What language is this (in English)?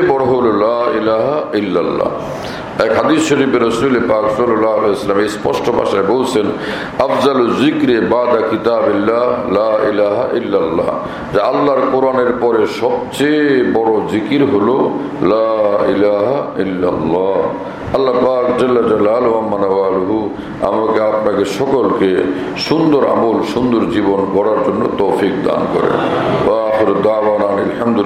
Bangla